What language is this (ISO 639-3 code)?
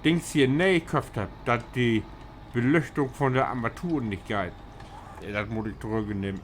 nds